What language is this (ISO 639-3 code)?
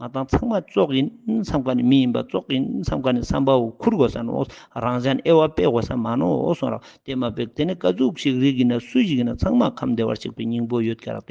lbj